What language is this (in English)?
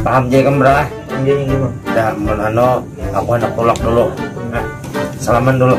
Banjar